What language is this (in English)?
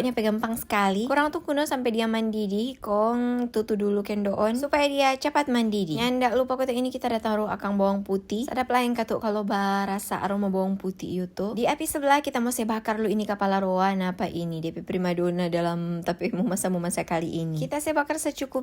Manado Malay